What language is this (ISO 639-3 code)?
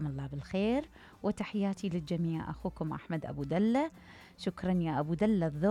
acm